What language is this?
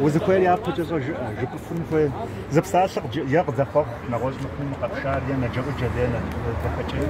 Kabardian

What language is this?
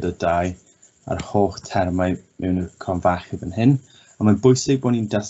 Welsh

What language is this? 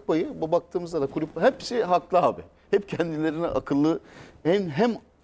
Turkish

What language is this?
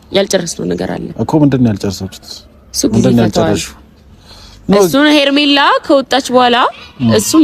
Amharic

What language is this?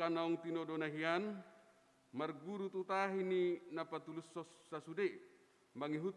Batak Toba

